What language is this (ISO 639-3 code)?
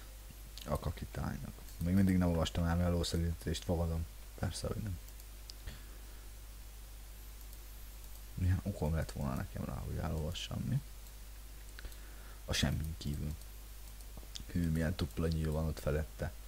hun